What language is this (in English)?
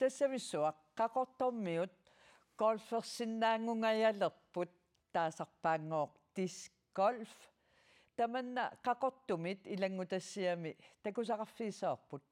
Kalaallisut